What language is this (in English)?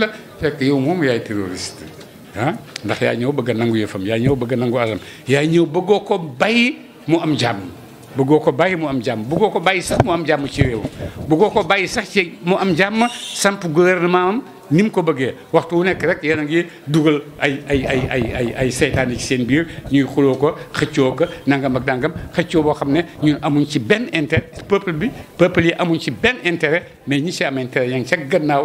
Wolof